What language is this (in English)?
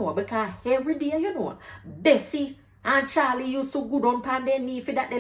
Jamaican Creole English